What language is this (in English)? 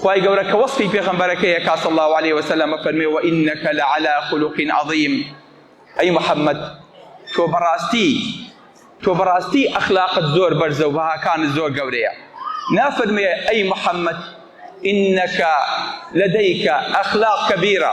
Central Kurdish